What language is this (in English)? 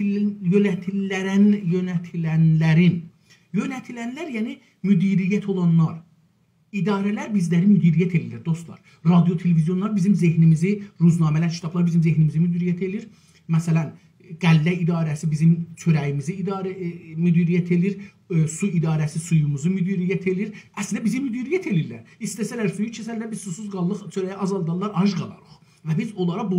South Azerbaijani